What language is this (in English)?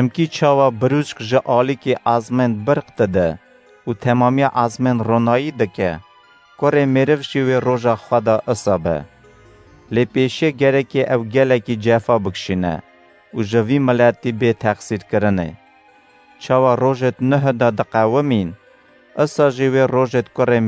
Kurdish